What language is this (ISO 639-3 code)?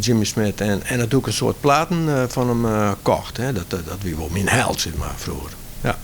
fry